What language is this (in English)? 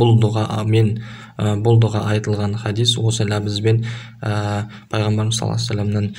Kazakh